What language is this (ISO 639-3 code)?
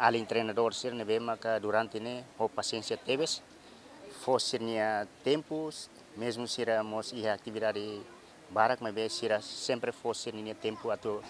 tet